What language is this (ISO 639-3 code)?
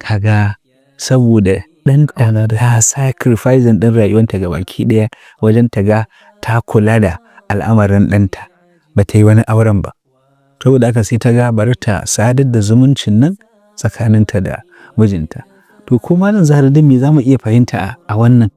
hau